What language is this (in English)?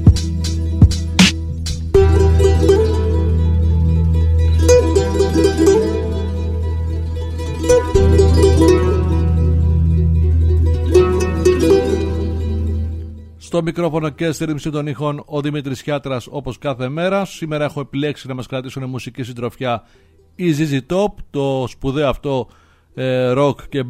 Greek